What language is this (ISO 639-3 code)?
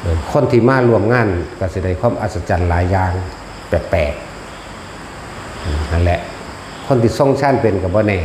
tts